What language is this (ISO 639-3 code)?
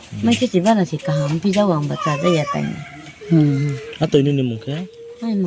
ria